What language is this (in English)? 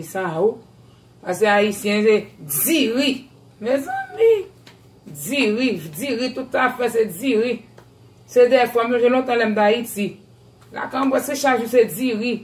Haitian Creole